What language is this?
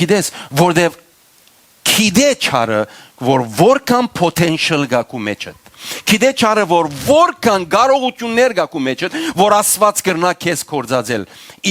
Western Armenian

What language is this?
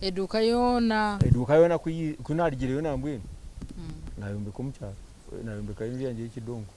Nyankole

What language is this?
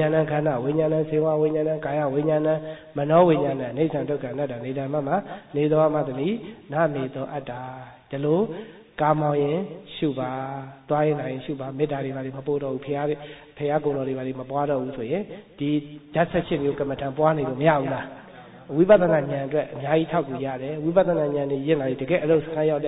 Burmese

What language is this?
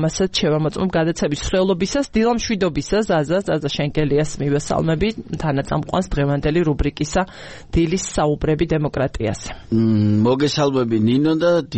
Georgian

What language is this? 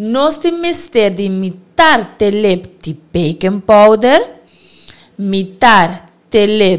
Papiamento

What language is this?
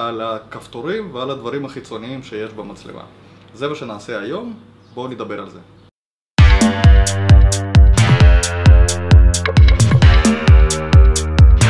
Hebrew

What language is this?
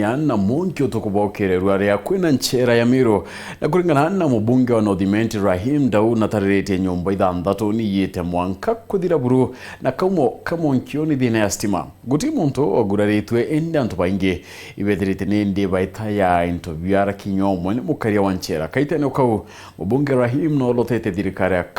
Meru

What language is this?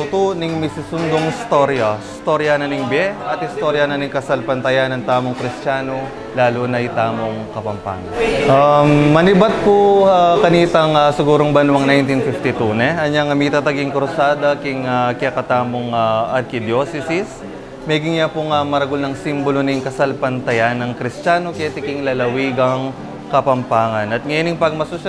Pampanga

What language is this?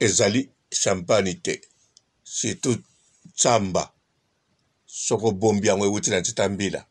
Lingala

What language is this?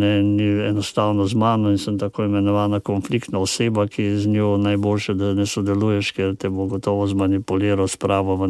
Slovenian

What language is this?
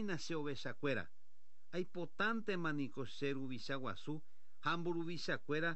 Guarani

